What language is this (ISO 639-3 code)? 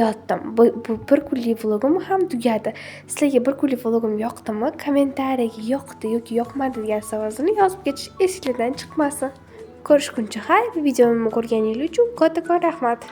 uzb